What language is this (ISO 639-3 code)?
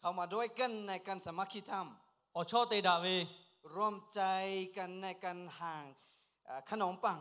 lhu